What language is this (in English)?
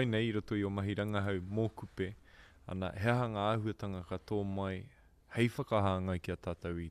Māori